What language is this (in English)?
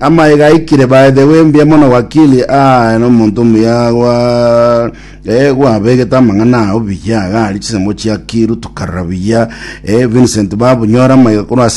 Gusii